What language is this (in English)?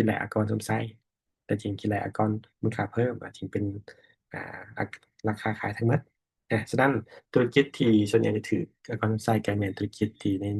Lao